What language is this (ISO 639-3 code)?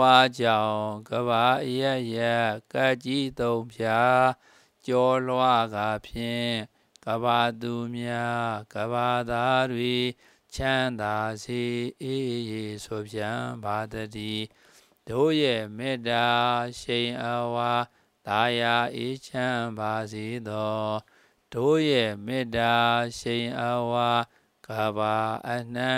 mya